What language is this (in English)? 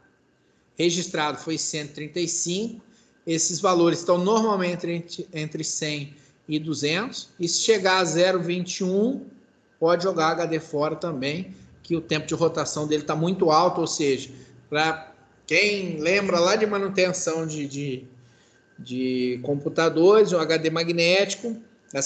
Portuguese